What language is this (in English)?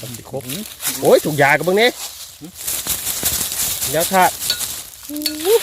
Northeastern Thai